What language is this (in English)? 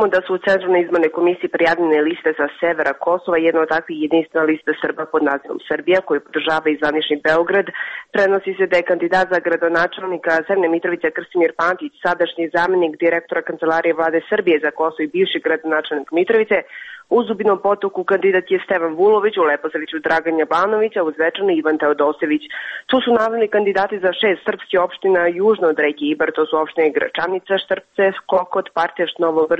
Serbian